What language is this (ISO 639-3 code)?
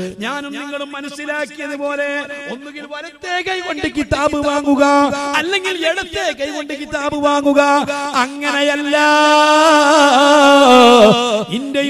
mal